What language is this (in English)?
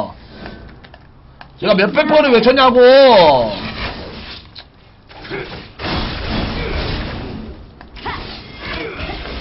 Korean